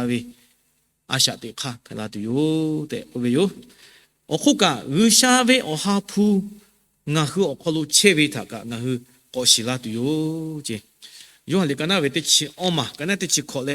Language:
Lahu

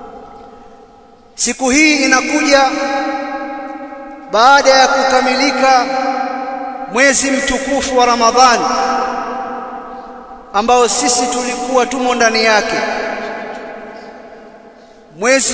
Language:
Swahili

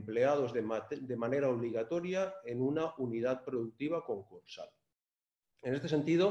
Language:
Spanish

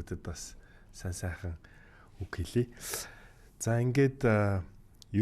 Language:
Mongolian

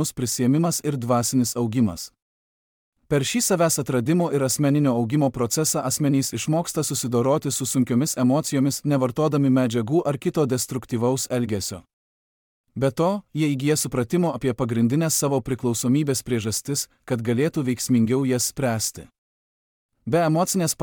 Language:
Lithuanian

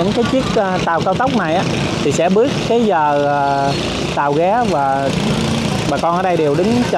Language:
Vietnamese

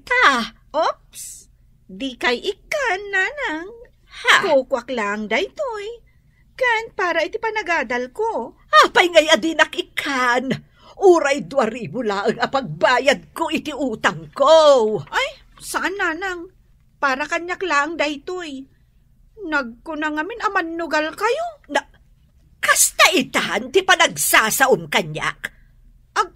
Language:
Iloko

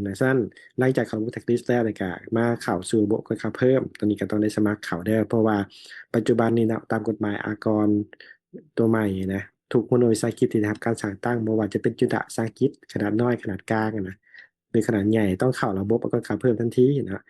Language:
Lao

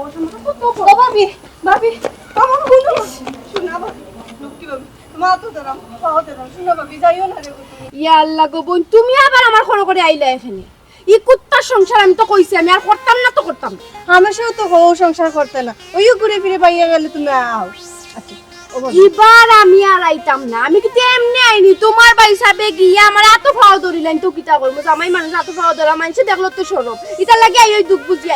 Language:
Sylheti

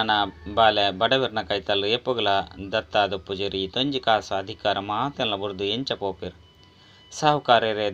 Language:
Tulu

